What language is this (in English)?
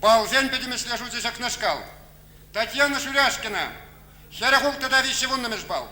Chuvash